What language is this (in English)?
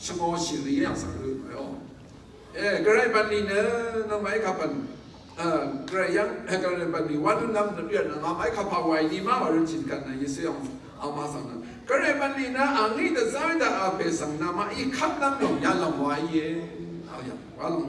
Rawang